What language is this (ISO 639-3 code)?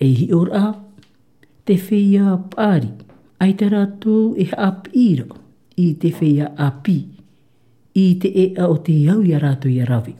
tah